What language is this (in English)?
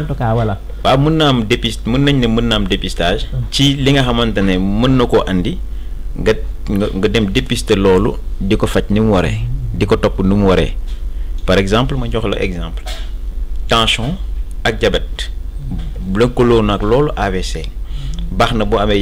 Wolof